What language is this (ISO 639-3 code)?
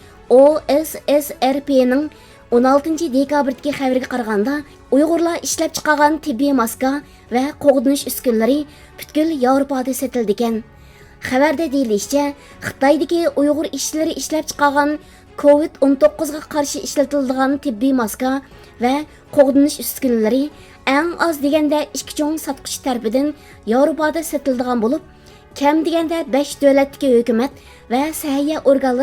uig